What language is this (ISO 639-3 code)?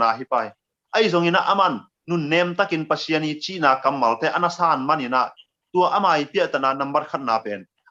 ctd